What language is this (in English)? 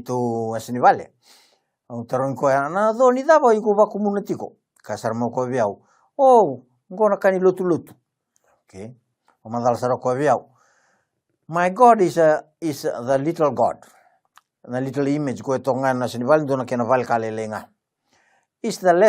Fijian